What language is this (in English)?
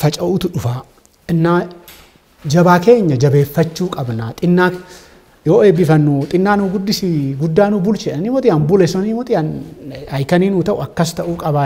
Oromo